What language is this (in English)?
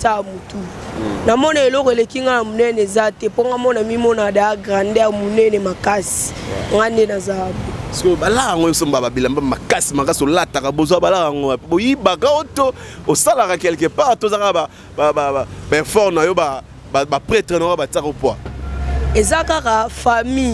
Lingala